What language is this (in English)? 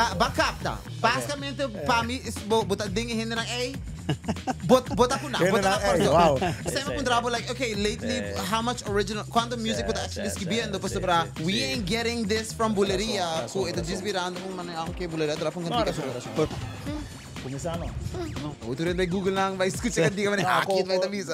Papiamento